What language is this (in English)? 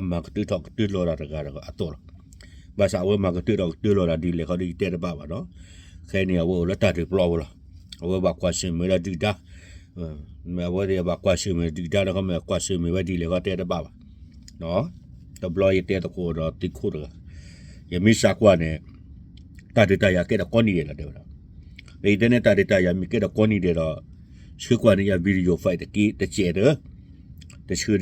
S'gaw Karen